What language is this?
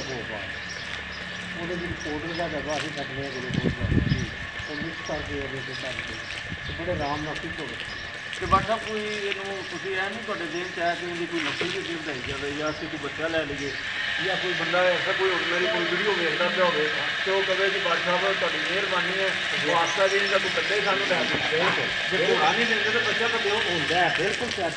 Punjabi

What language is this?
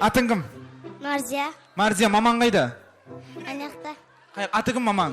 Kara-Kalpak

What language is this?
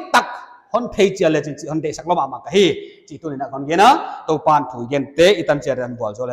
Paite Chin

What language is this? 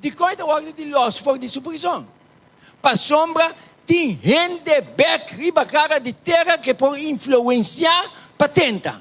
Papiamento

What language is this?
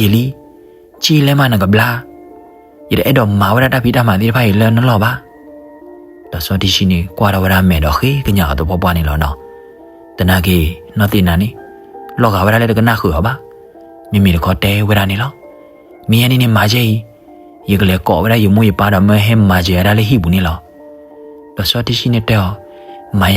S'gaw Karen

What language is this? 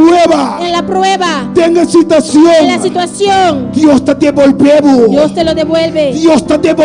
Papiamento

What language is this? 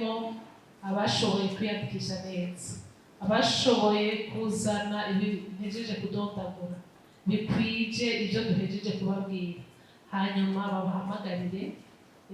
Rundi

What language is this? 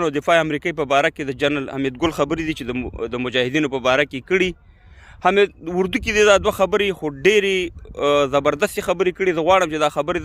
Pashto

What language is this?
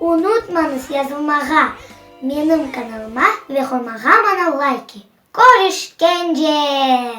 Crimean Tatar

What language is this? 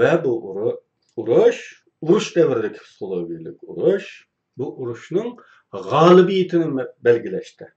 Uyghur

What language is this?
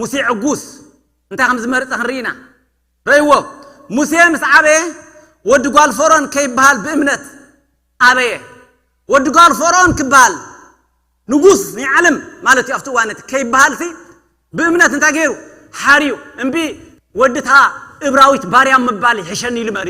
Tigrinya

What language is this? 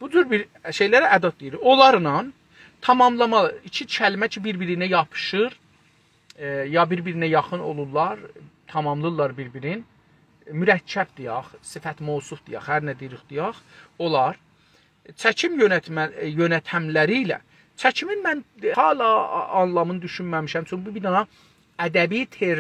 South Azerbaijani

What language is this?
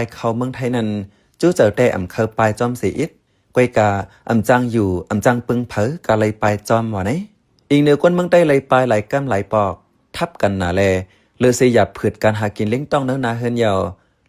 Shan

